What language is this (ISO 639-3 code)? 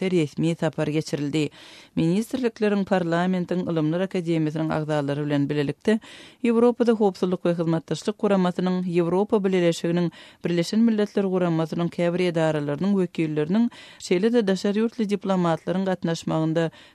tuk